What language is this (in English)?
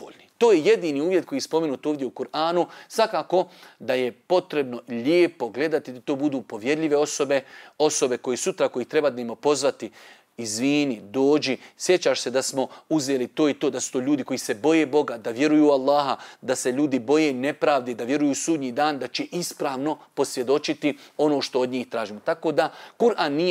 Bosnian